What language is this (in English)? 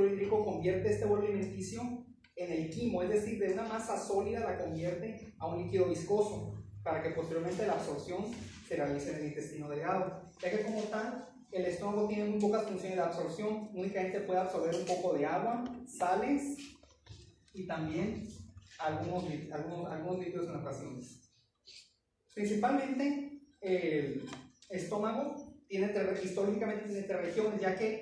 Spanish